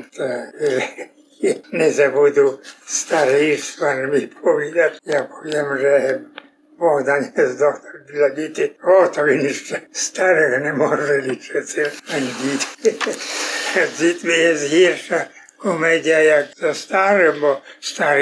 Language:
Rusyn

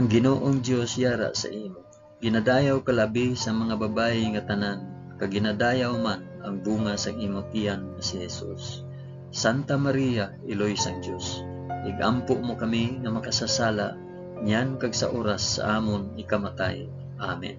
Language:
Hiligaynon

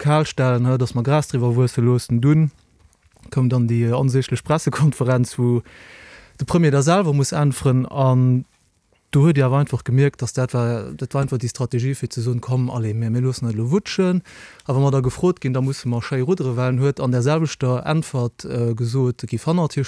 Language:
Luxembourgish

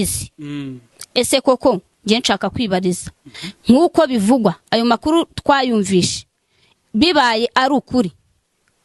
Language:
Kinyarwanda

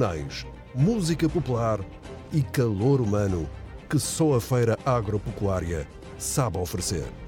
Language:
Portuguese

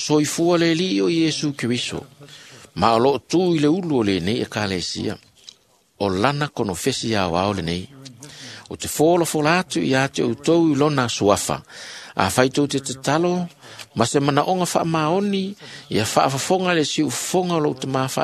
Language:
Samoan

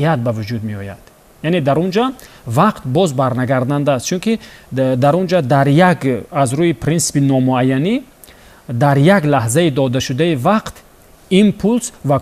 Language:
Tajik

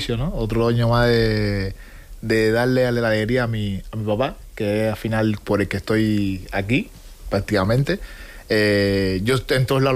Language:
Spanish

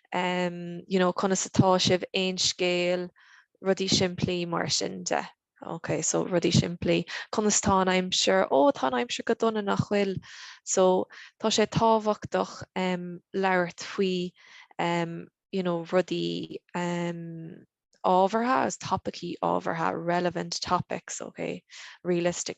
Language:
Irish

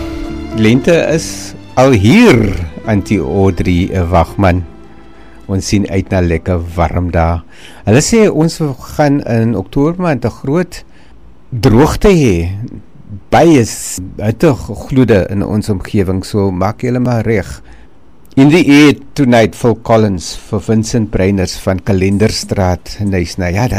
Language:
Afrikaans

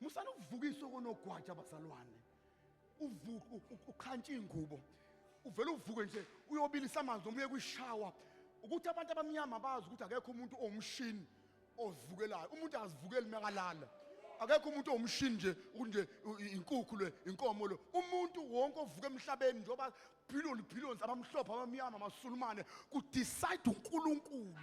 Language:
Zulu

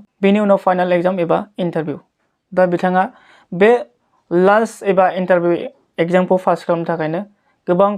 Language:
Bodo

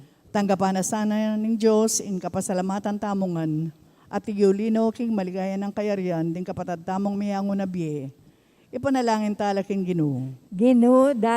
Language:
Pampanga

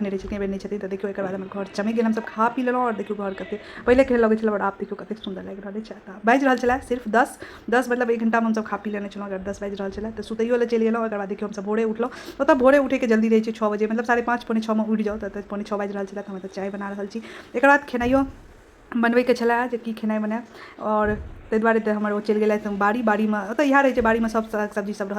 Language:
Maithili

